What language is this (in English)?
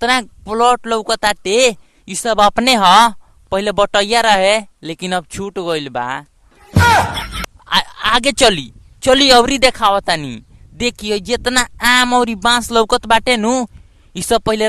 Bhojpuri